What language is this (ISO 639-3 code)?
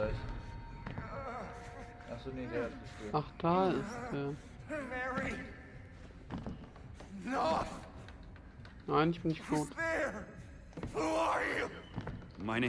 deu